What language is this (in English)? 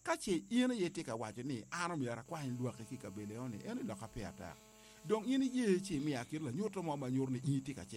Acoli